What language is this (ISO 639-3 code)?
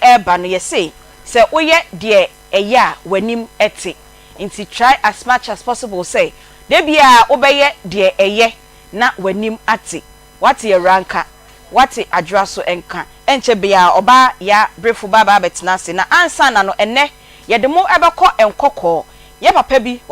aka